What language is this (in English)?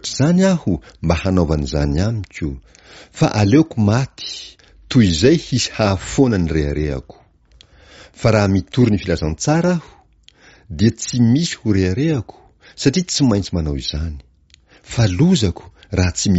Malagasy